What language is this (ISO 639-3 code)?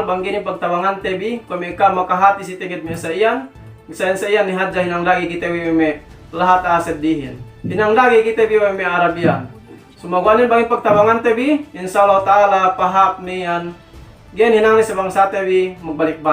yka